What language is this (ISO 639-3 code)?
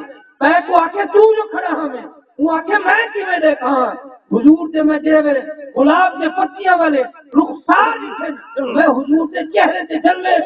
skr